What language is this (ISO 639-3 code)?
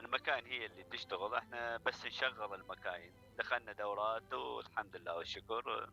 acm